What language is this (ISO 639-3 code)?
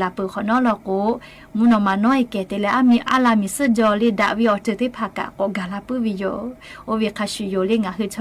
lhu